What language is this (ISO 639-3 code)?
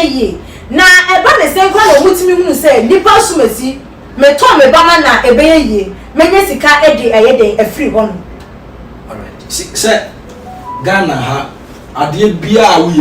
aka